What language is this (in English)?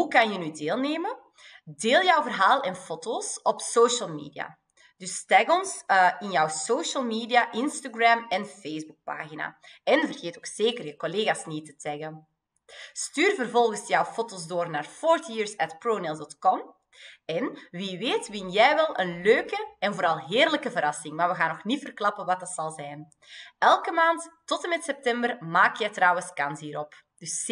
Dutch